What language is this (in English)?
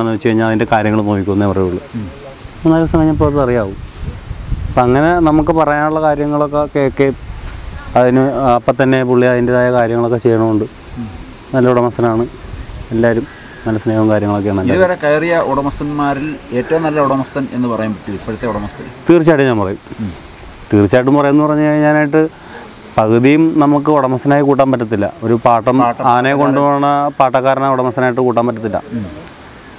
Malayalam